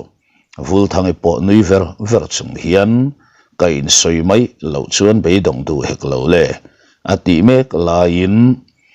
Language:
Mizo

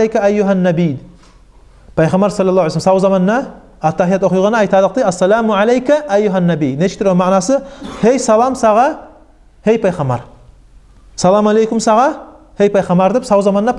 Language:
Kumyk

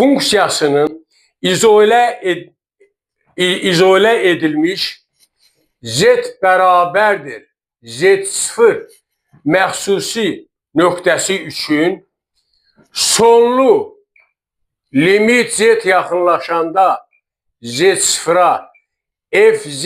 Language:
Azerbaijani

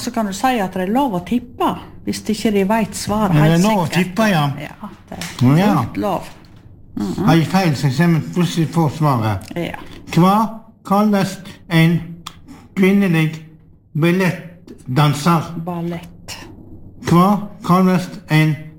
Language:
Norwegian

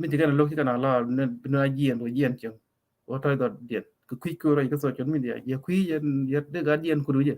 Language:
Nuer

